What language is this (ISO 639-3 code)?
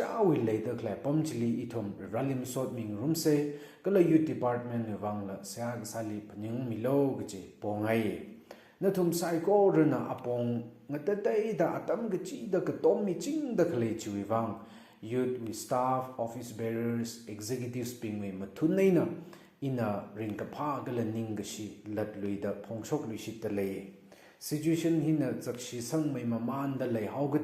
nmf